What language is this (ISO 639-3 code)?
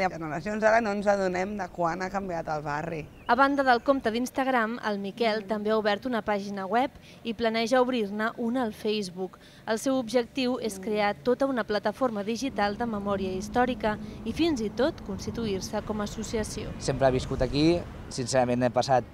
cat